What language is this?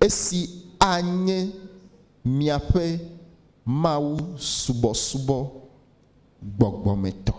Ewe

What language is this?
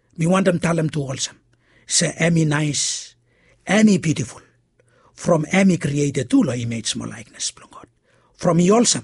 Bislama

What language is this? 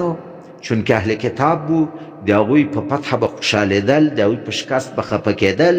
Pashto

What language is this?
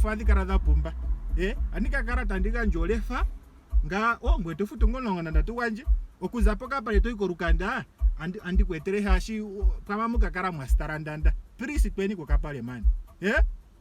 Ndonga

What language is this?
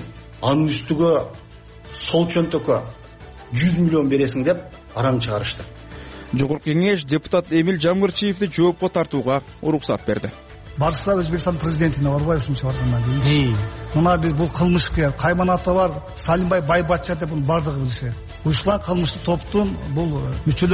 Kyrgyz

